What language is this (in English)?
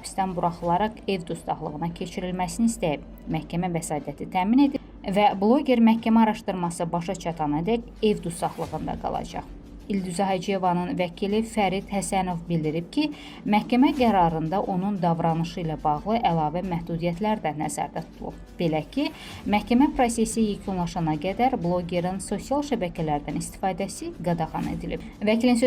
Azerbaijani